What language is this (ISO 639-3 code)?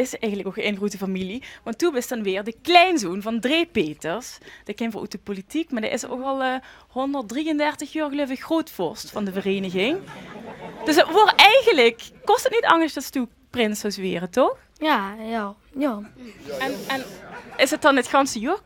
lim